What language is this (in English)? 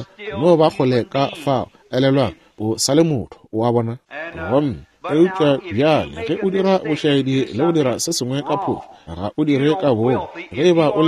Northern Sotho